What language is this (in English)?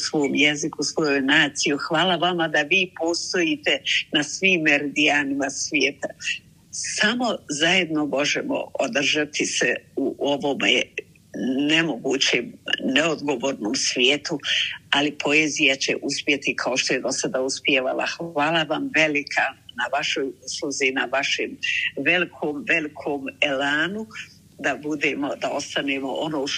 Bosnian